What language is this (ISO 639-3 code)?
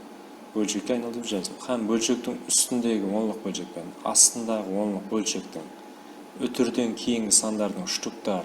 kaa